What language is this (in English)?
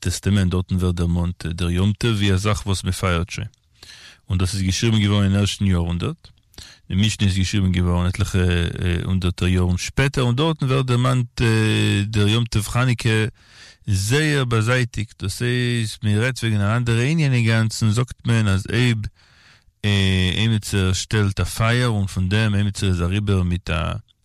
Yiddish